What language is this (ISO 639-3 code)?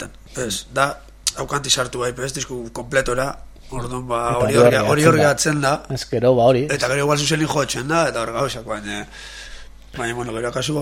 eus